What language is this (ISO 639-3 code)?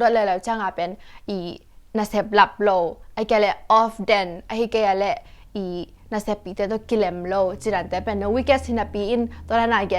ctd